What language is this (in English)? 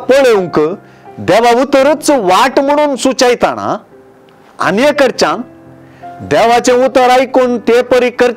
Konkani